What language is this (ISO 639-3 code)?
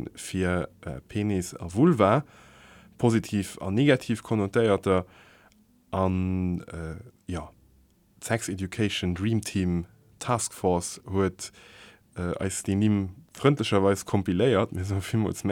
ltz